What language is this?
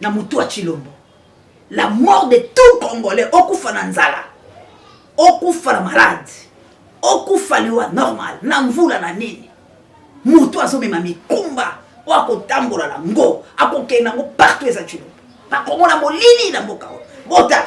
Lingala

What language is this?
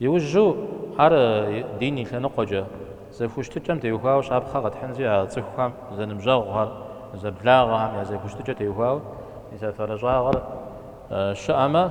Kabardian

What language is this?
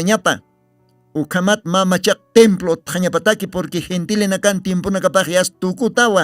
Aymara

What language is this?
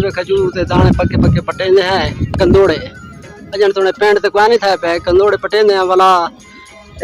Saraiki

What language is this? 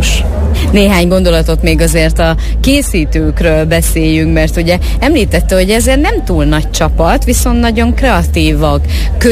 Hungarian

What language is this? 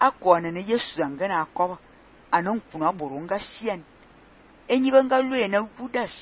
Fang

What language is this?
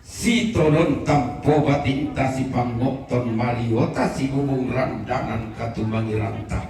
Toraja-Sa'dan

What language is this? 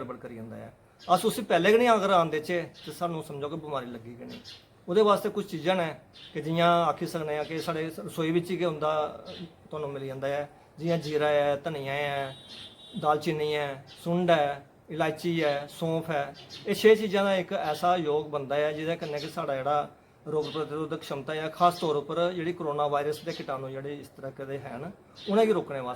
Dogri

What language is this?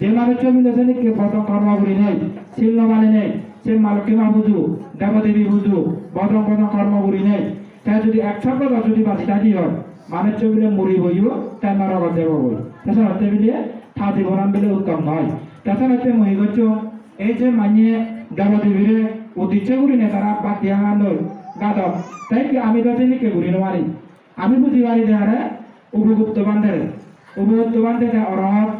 Chakma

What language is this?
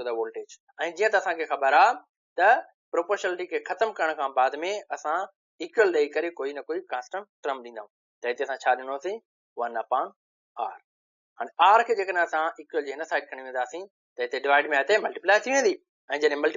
Sindhi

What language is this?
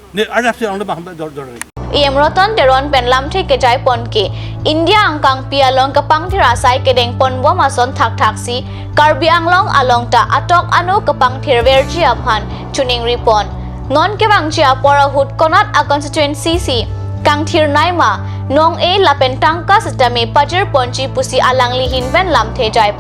Karbi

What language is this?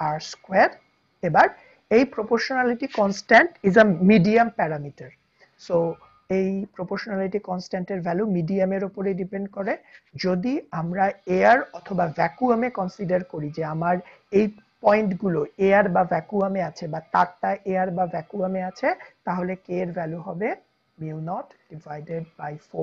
Bangla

